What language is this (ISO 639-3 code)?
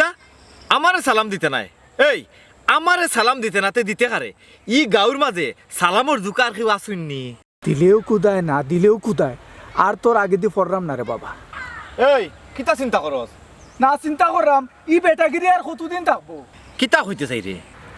syl